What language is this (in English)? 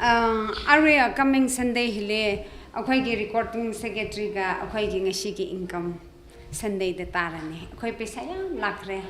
Tangkhul Naga (India)